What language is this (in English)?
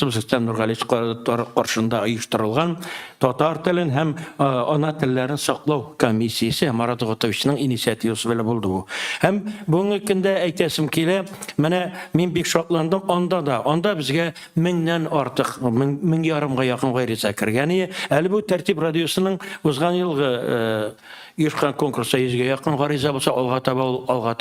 Tatar